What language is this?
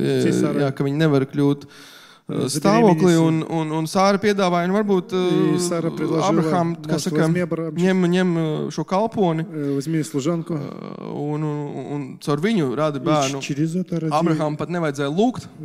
Latvian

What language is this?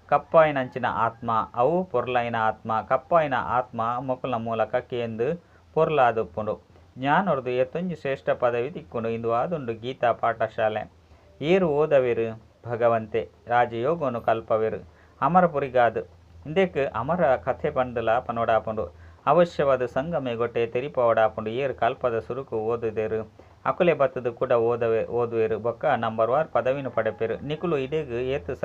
Tulu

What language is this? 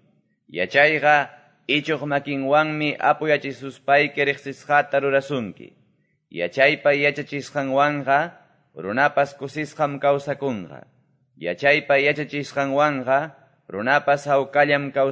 Quechua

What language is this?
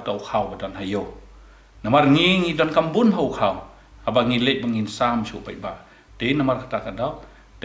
Khasi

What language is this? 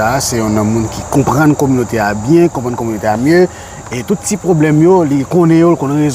Haitian Creole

